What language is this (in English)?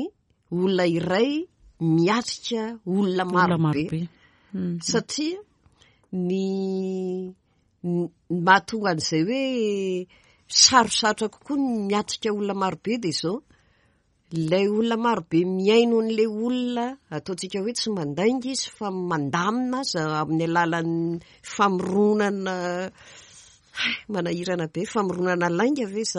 Malagasy